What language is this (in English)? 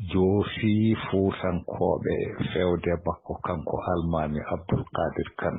Fula